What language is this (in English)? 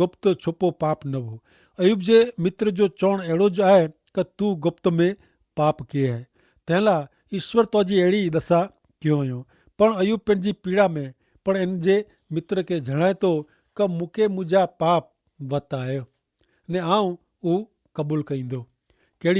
Kachhi